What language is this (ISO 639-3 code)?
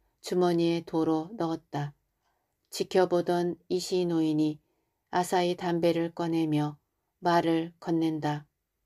kor